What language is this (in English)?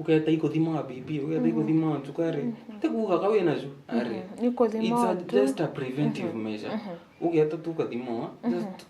Meru